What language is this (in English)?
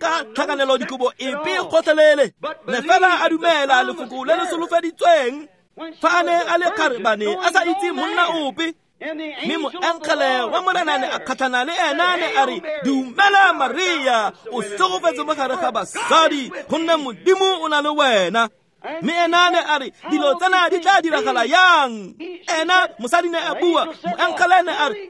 Tswana